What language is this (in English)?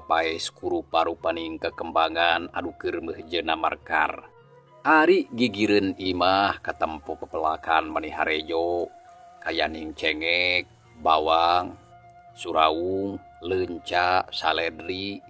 Sundanese